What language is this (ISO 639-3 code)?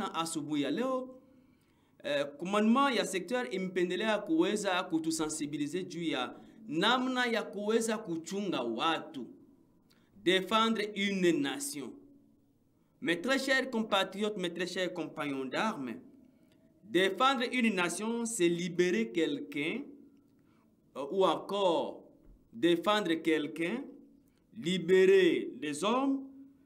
swa